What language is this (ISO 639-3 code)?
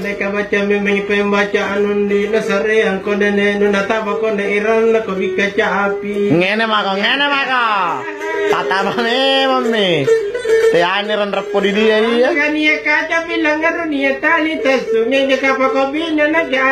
mak